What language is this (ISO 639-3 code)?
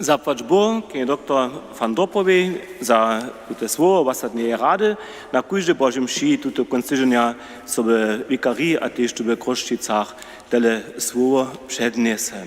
hsb